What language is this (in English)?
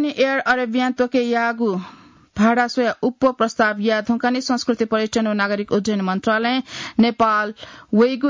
Newari